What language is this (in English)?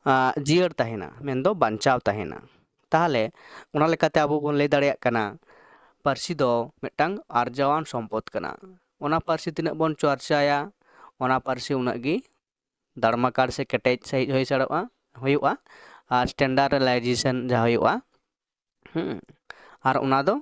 Santali